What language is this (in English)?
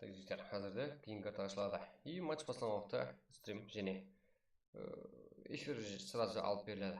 Kara-Kalpak